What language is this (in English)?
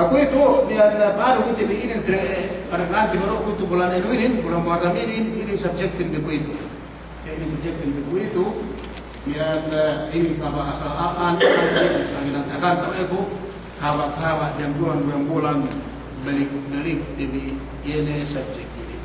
Yakan